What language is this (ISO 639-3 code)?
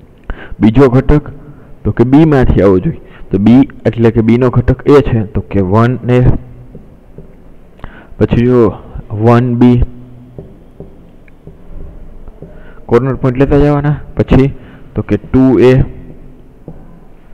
guj